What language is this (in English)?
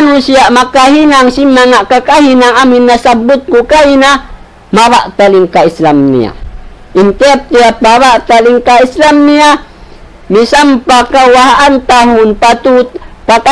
Tausug